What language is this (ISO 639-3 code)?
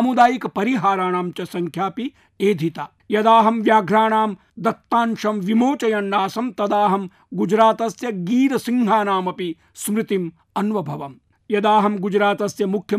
san